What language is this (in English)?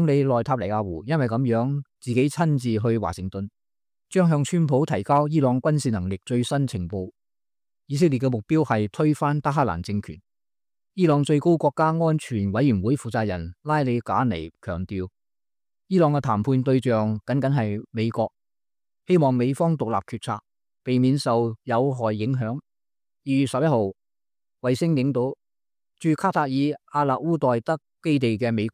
Cantonese